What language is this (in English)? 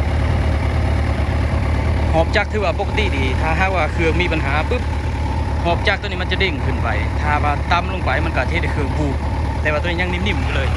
Lao